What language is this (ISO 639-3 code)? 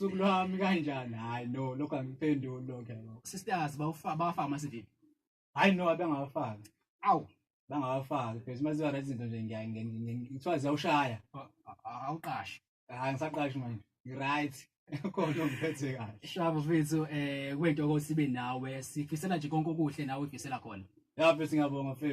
zul